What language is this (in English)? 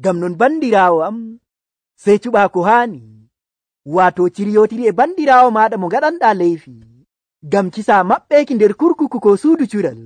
Nigerian Fulfulde